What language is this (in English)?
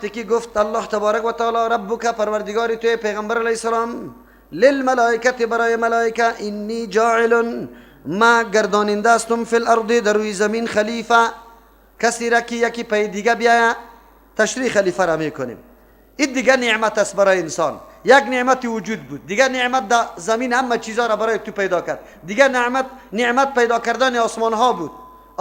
Persian